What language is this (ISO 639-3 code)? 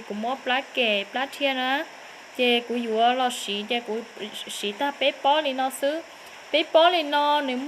hmn